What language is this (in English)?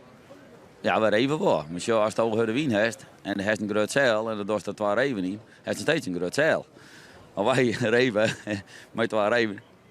Western Frisian